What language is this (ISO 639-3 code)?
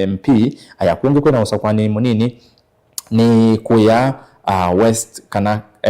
kam